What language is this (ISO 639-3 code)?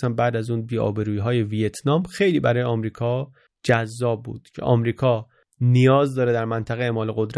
fas